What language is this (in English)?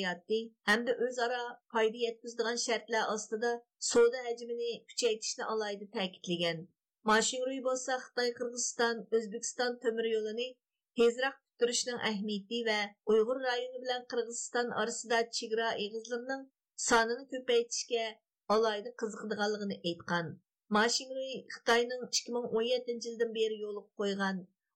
Uyghur